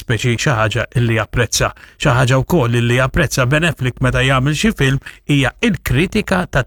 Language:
Maltese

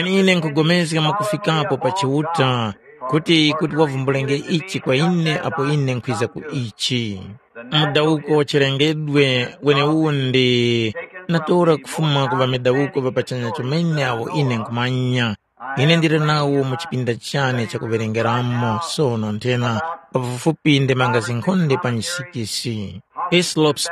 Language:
Tumbuka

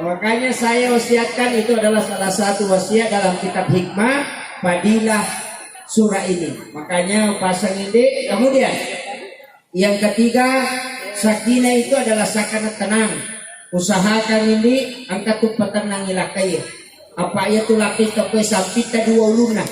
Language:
Buginese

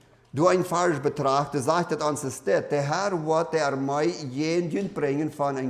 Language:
Plautdietsch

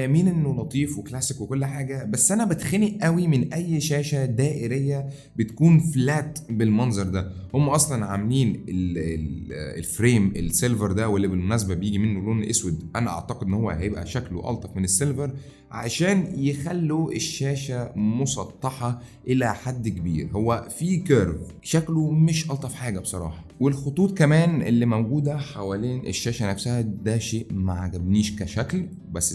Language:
Egyptian Arabic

